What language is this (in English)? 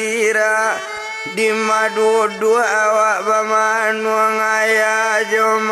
Minangkabau